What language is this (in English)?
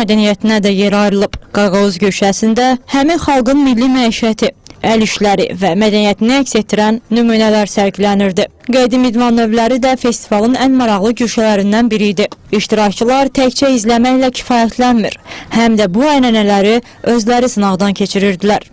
Azerbaijani